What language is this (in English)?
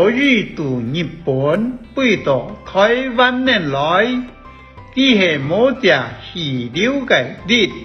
Hakka Chinese